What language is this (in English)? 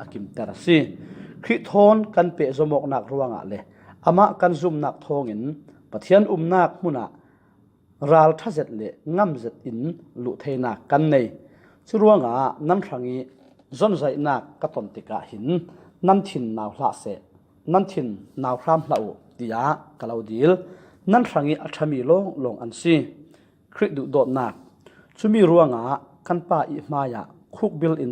Falam Chin